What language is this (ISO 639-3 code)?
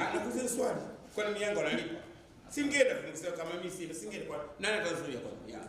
swa